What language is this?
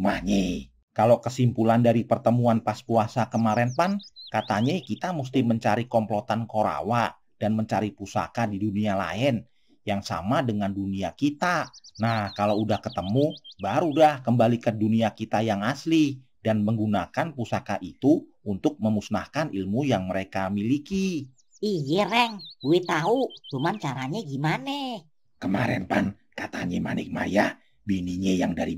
Betawi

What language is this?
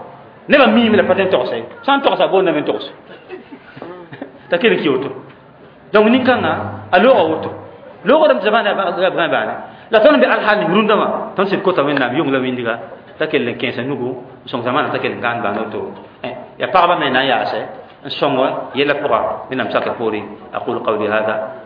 Mossi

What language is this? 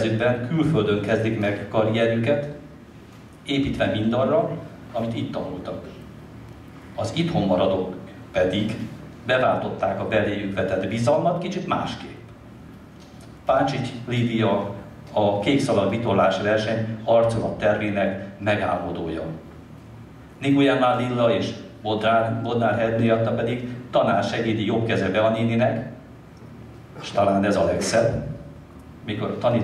Hungarian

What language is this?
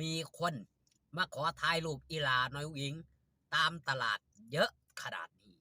Northeastern Thai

